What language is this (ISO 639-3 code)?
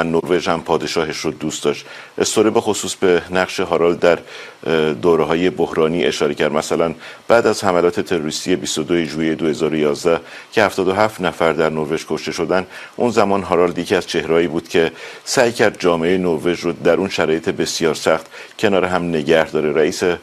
fas